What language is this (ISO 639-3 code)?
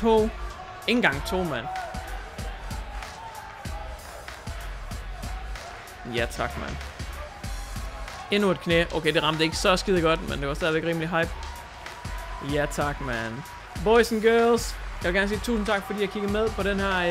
dan